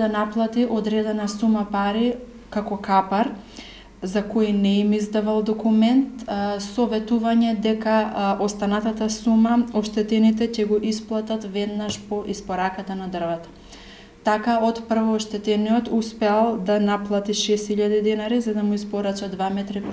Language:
Macedonian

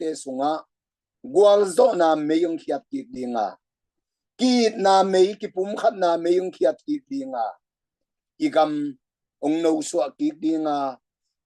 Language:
Tedim Chin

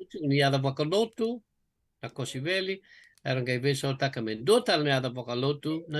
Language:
Fijian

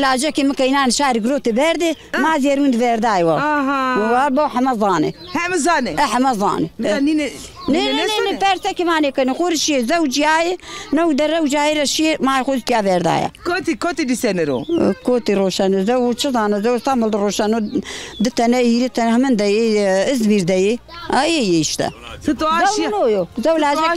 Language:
Zaza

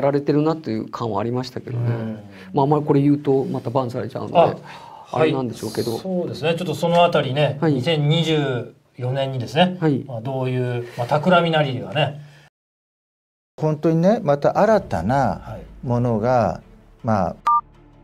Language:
Japanese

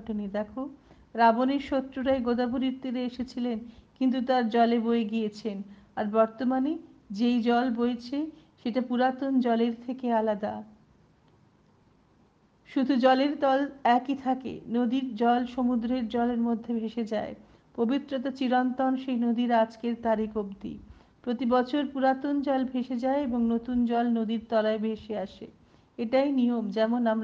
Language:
Bangla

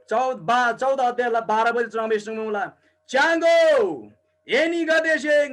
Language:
Eastern Tamang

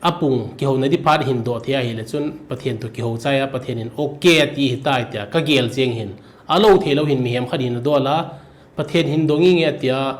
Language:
Thado Chin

